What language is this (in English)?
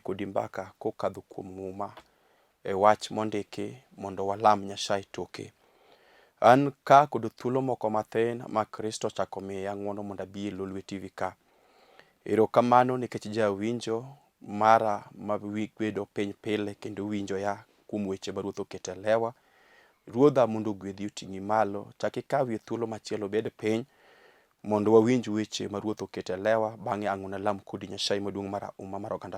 Luo (Kenya and Tanzania)